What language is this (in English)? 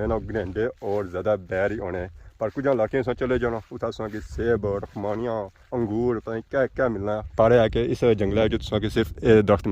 Pahari-Potwari